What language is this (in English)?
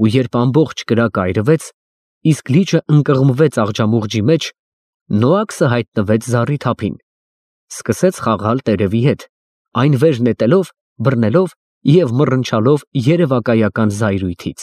Armenian